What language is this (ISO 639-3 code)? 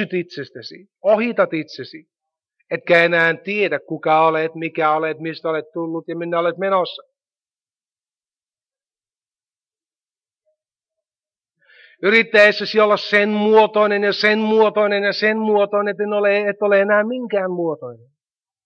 fin